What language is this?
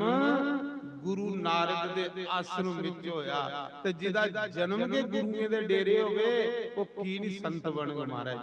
Dogri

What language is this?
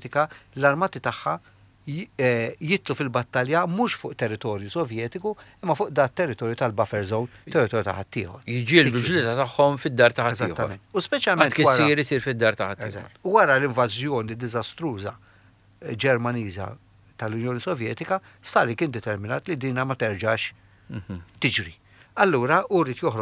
Maltese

